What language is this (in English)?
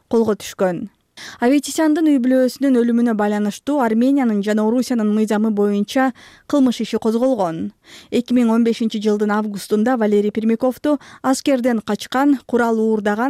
Kyrgyz